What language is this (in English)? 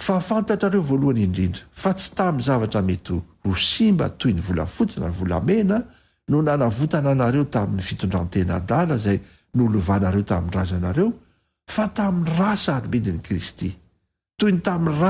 Malagasy